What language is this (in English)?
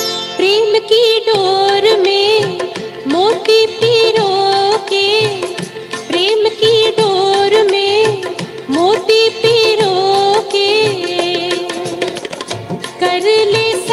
Hindi